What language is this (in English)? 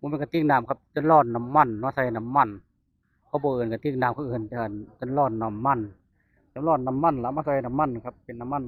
Northeastern Thai